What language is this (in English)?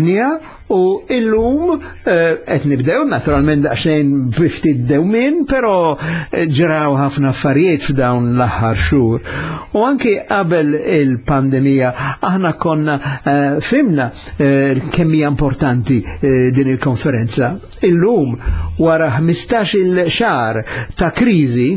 Maltese